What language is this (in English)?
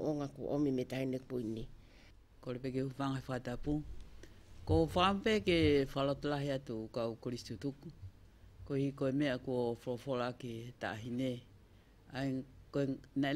Tongan